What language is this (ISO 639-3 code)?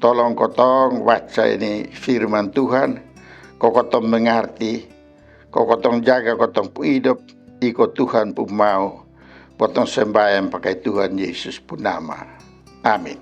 mkn